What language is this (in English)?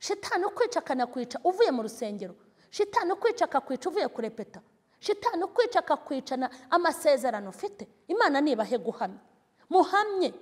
Kinyarwanda